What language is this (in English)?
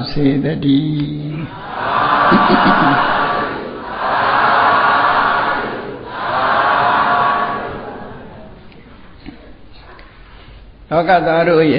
Burmese